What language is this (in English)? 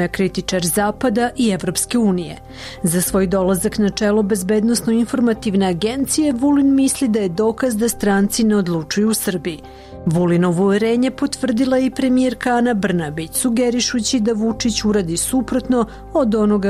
Serbian